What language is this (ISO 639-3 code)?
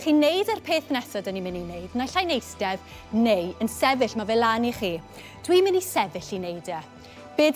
cym